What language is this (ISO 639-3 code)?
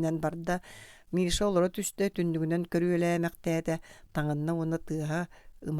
sah